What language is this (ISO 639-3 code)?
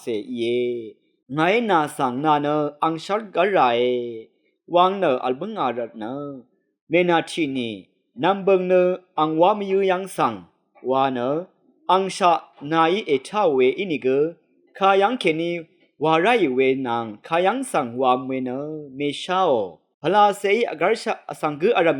raw